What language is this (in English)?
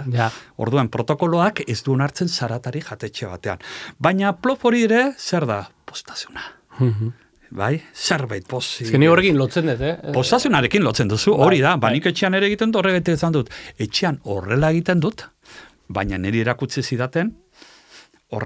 Basque